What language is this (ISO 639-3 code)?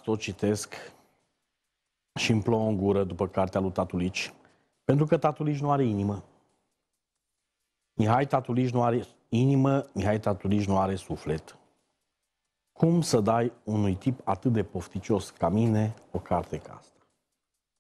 ron